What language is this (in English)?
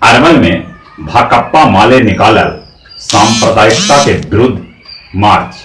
Magahi